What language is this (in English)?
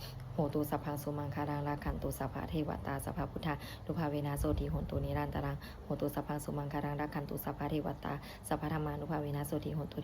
Pali